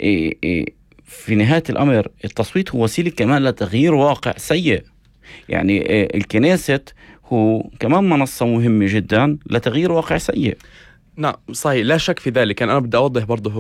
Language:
North Levantine Arabic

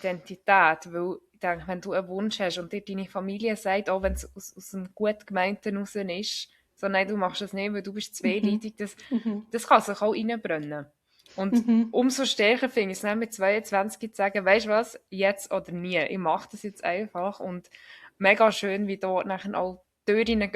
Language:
Swiss German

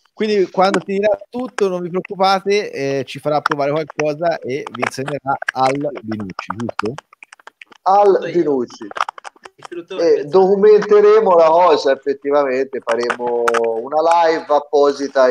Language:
Italian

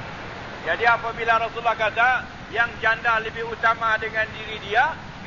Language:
Malay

